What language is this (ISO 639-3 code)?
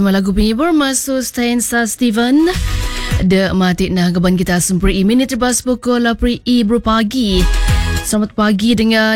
msa